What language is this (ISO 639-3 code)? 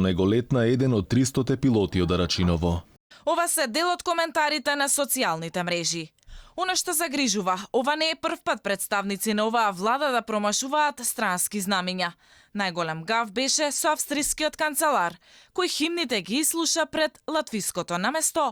mkd